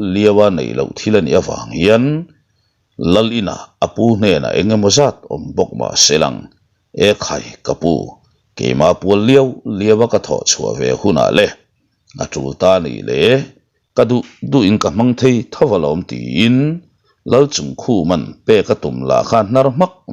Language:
Mizo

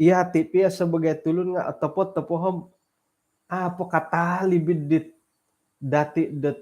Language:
Central Dusun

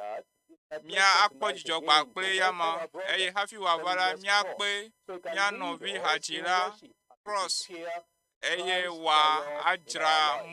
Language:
Ewe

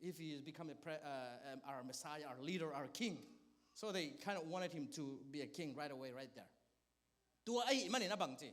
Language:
Tedim Chin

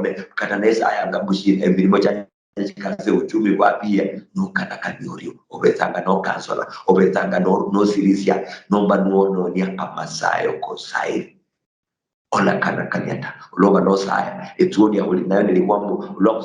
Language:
Luyia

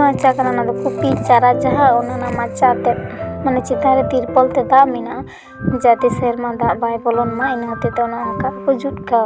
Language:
Santali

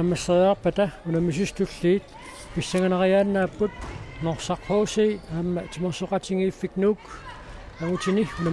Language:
Kalaallisut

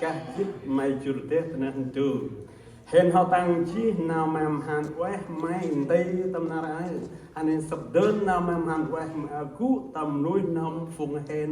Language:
Central Mnong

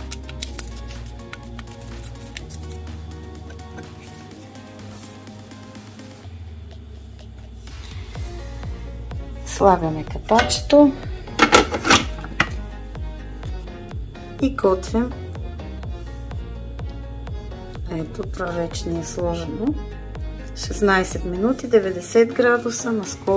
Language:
Bulgarian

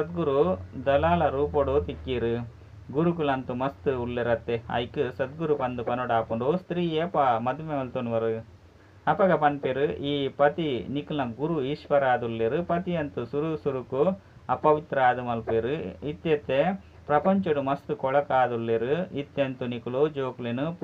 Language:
Tulu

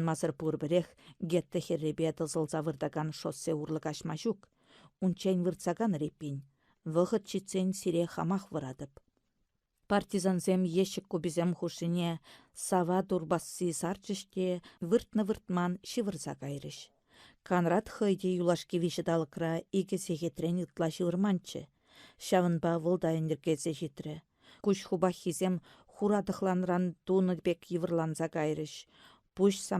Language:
Chuvash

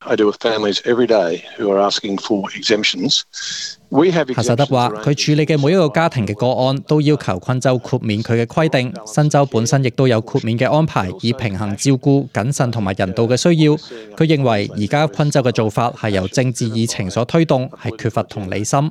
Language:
Cantonese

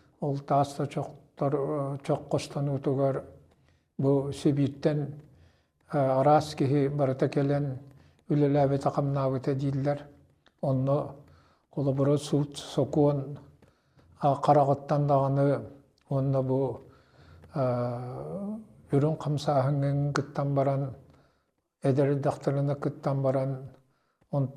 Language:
Yakut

